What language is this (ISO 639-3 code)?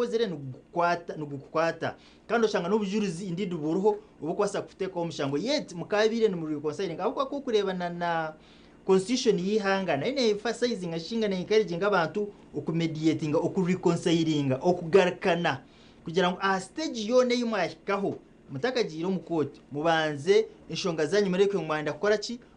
nyn